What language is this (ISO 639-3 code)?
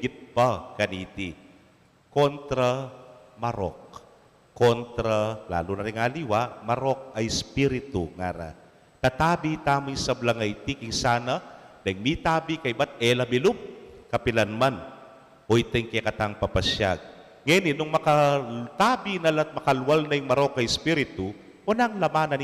pam